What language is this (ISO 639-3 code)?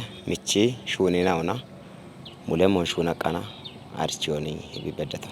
kbr